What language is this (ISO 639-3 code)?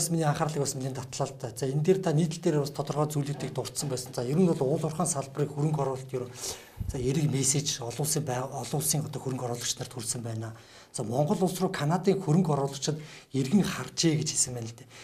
mon